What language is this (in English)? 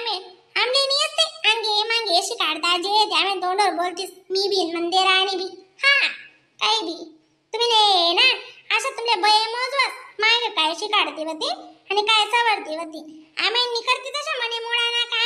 Khandesi